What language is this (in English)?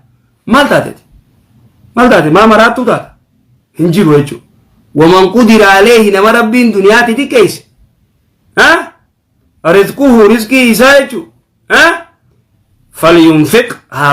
Oromo